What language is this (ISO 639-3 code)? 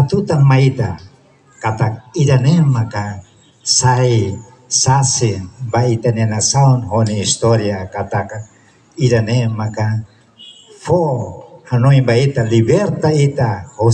tet